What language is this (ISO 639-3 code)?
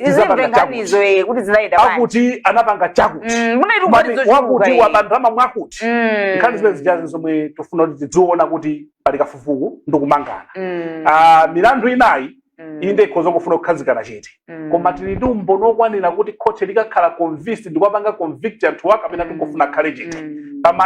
nya